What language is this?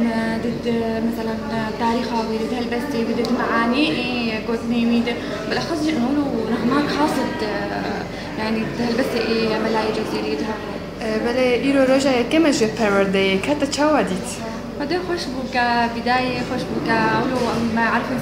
Kurdish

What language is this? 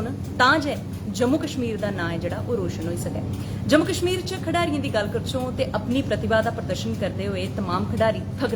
Dogri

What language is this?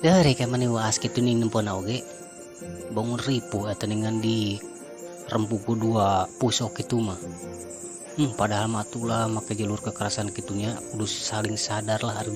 Sundanese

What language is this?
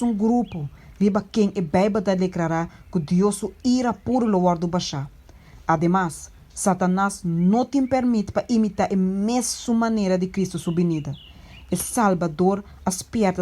Papiamento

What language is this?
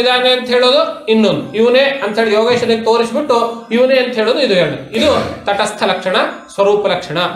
Kannada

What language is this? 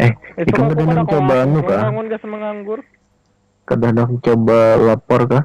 Banjar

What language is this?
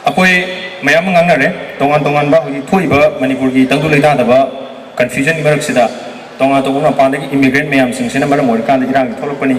Manipuri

